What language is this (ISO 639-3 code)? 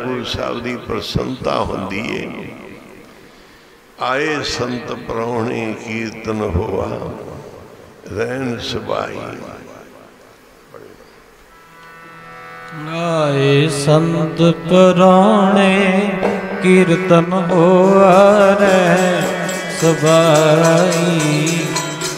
pan